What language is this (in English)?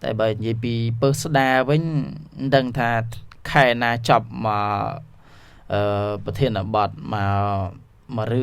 Khmer